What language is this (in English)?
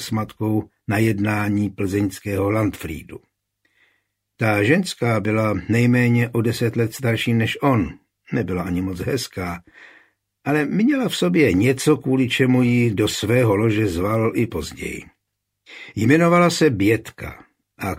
Czech